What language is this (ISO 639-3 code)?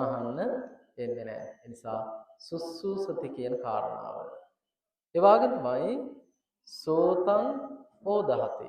sin